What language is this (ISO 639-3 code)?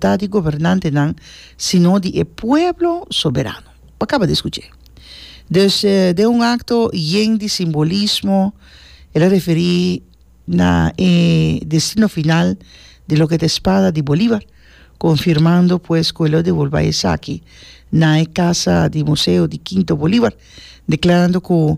pap